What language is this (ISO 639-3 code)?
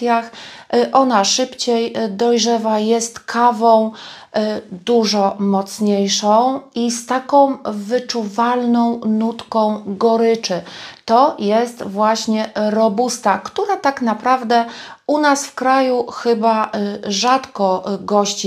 pol